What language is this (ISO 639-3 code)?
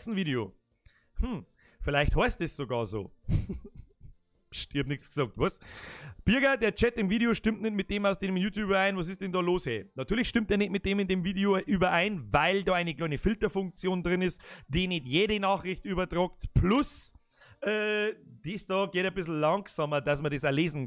bar